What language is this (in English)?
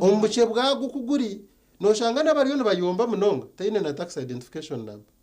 Nyankole